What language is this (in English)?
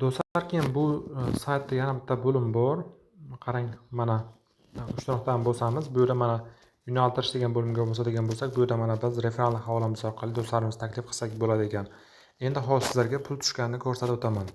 Uzbek